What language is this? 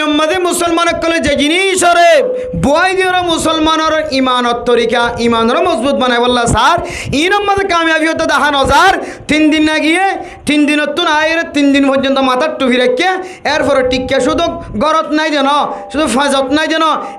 Rohingya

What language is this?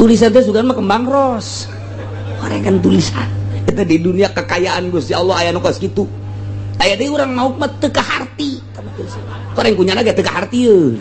Sundanese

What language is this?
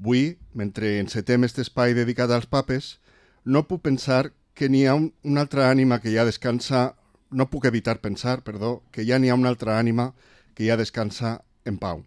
Catalan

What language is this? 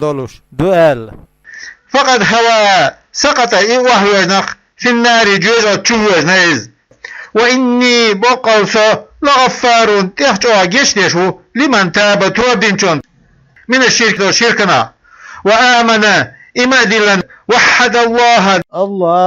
Chechen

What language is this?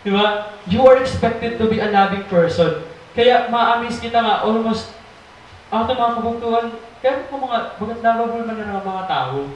Waray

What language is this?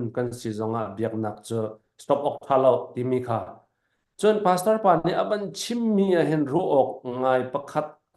Hakha Chin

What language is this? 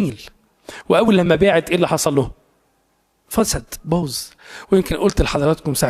Egyptian Arabic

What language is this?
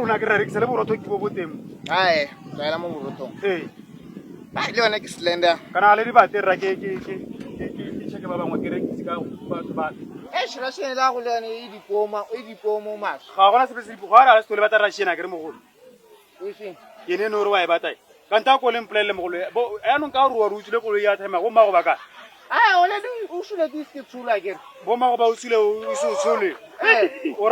Tswana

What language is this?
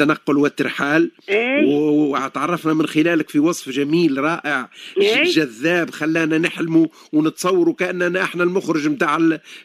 Tunisian Arabic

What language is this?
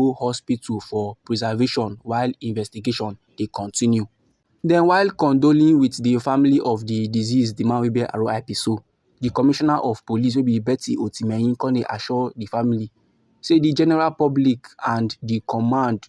Nigerian Pidgin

